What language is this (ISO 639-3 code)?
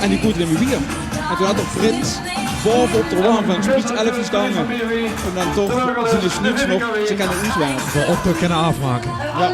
lim